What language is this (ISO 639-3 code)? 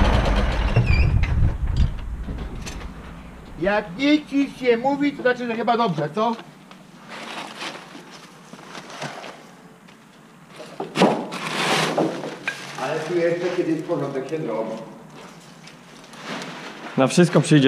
pol